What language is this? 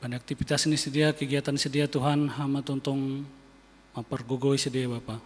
Batak Simalungun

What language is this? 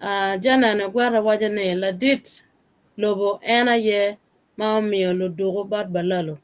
Acoli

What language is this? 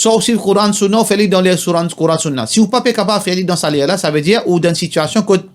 Morisyen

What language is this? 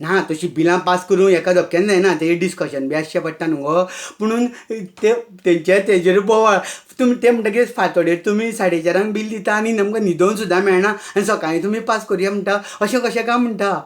Konkani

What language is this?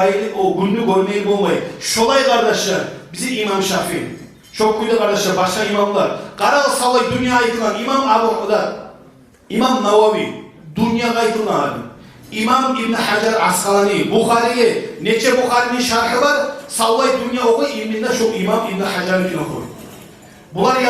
Kumyk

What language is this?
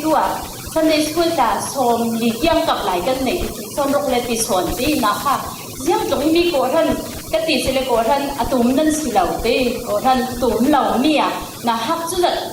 Falam Chin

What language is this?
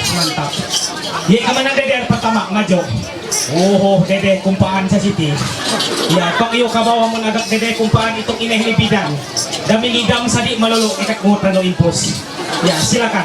Ma'anyan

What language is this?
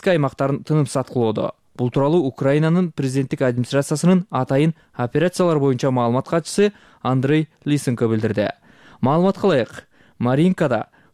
Kyrgyz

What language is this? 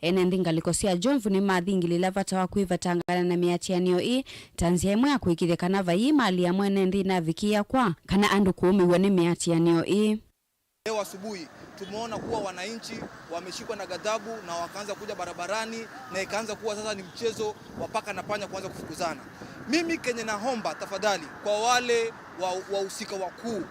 Kamba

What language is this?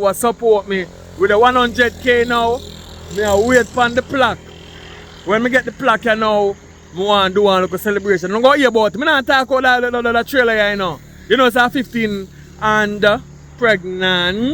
Jamaican Creole English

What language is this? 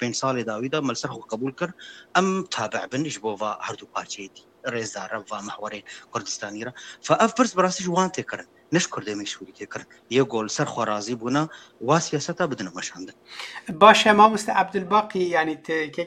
Kurdish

